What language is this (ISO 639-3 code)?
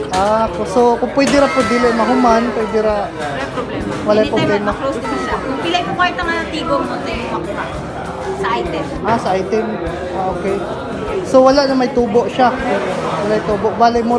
ceb